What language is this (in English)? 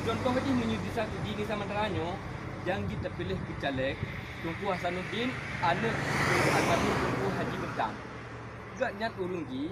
Achinese